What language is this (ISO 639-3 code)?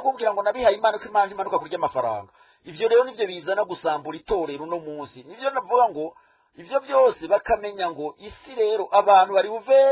run